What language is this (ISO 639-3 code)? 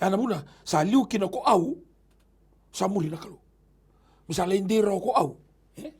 fij